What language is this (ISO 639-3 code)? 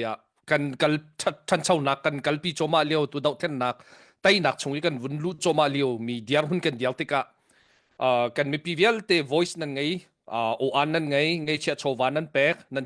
cnh